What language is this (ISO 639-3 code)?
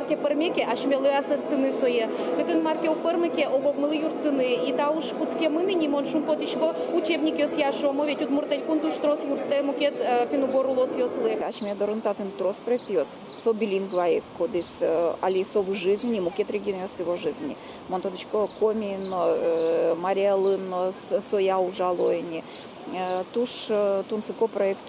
udm